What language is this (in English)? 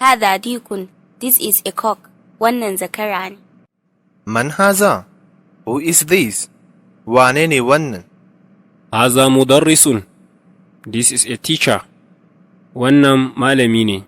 Hausa